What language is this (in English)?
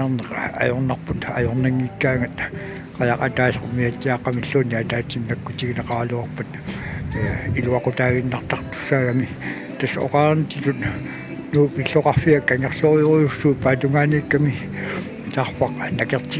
Kalaallisut